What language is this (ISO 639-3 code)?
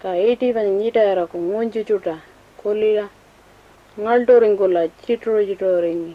pjt